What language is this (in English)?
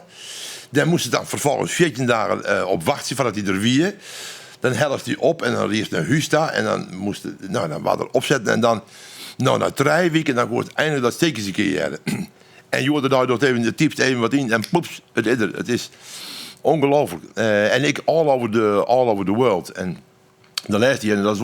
Western Frisian